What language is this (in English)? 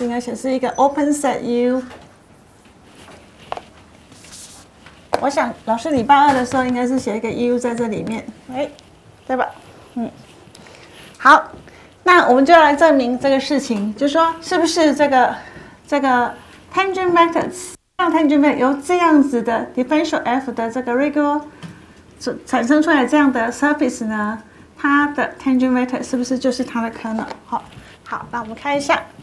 Chinese